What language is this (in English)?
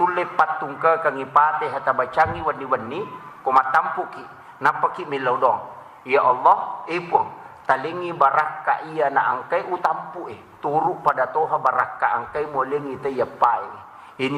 Buginese